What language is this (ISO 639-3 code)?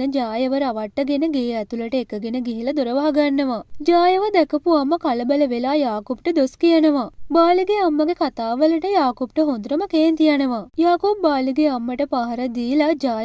sin